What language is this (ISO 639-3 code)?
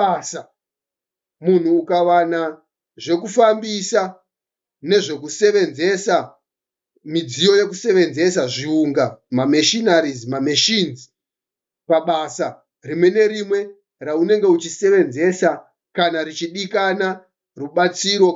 sna